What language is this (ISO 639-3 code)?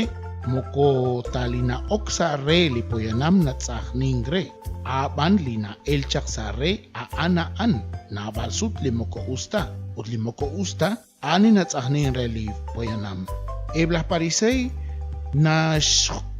kek